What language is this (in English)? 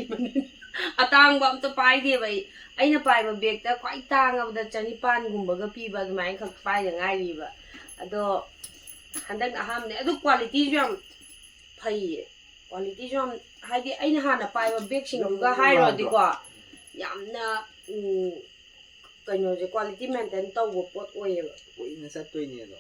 Manipuri